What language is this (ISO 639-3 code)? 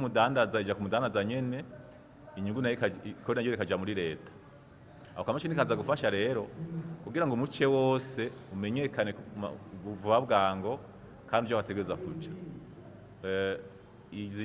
run